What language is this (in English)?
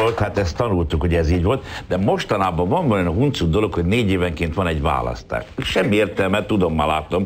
Hungarian